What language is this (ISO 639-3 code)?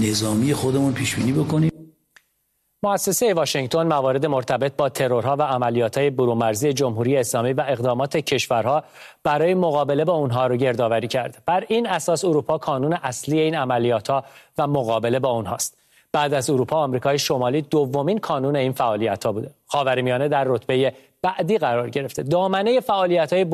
fas